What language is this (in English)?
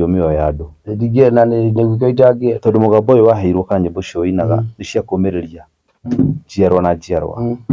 Kikuyu